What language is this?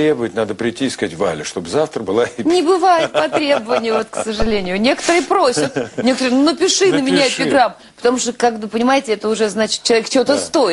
Russian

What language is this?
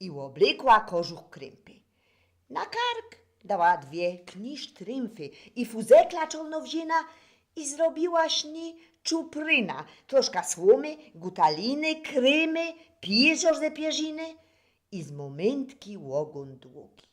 Silesian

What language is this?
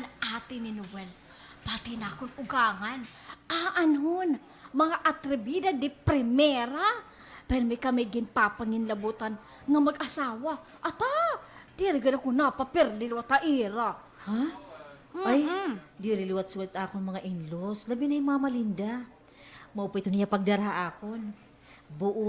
Waray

